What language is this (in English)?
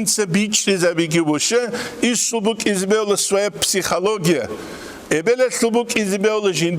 Avaric